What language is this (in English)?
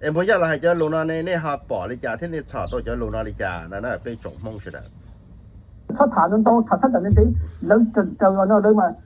Hmong